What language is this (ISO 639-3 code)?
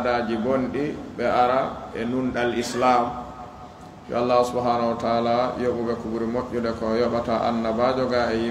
ful